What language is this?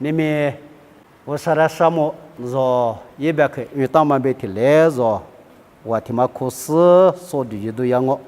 Lisu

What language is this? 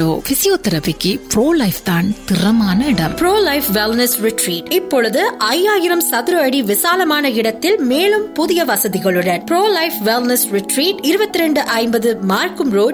Tamil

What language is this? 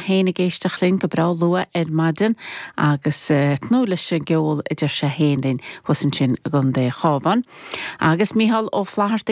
Irish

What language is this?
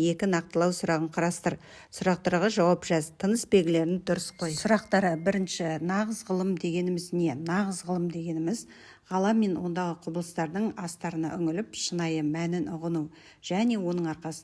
Kazakh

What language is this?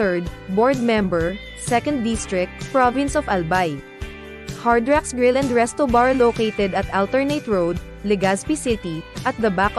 Bikol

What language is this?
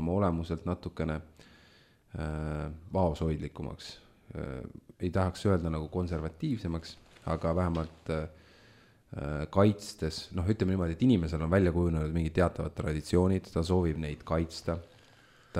Estonian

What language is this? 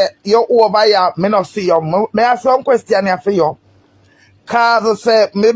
Jamaican Creole English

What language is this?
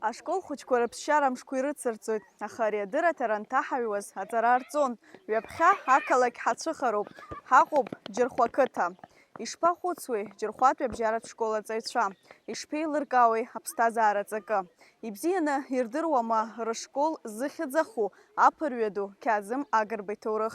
Abkhazian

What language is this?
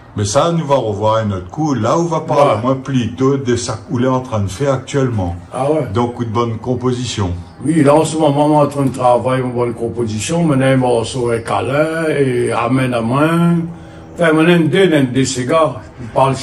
Réunion Creole French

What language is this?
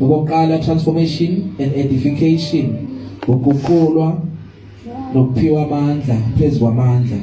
Zulu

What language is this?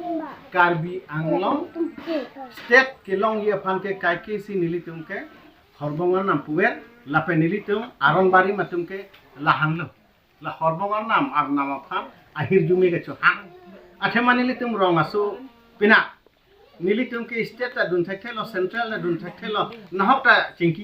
Karbi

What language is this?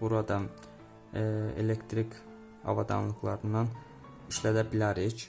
Azerbaijani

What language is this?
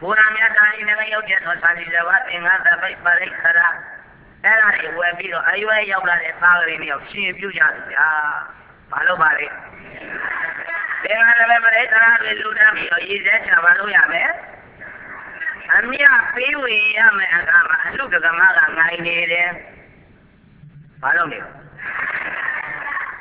Burmese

